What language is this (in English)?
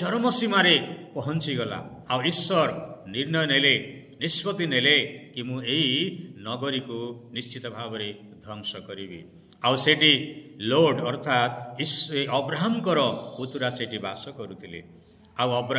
Odia